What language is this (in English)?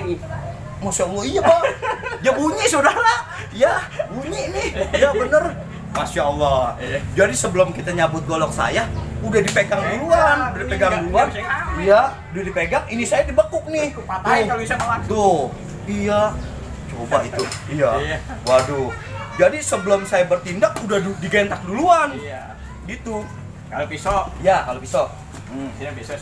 Betawi